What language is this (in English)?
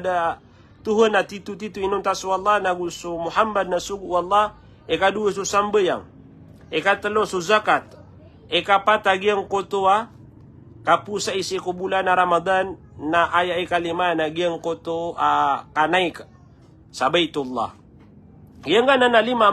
Maranao